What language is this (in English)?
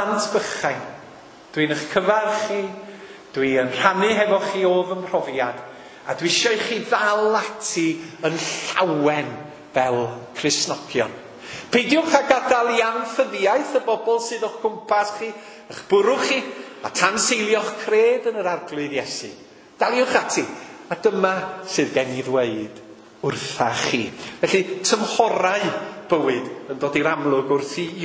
Welsh